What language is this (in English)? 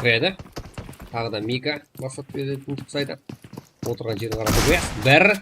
Kara-Kalpak